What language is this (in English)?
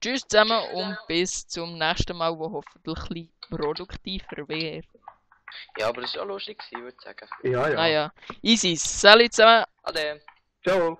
Swiss German